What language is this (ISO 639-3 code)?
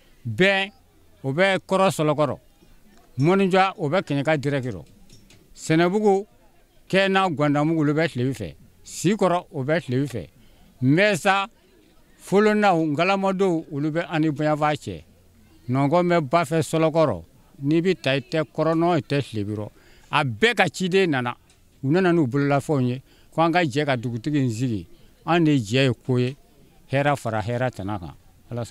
bam